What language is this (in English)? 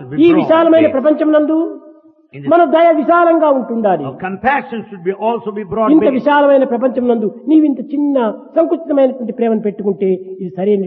Telugu